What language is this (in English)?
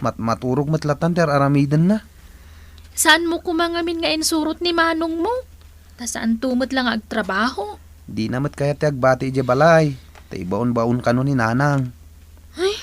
Iloko